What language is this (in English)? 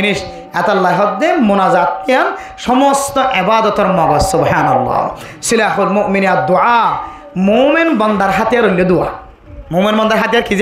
Rohingya